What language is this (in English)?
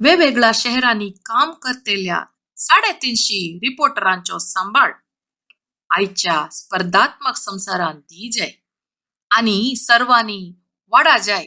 Konkani